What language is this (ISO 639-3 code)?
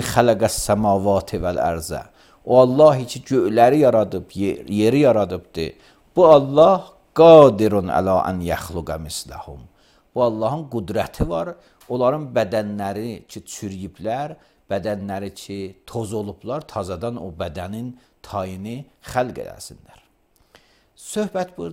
aze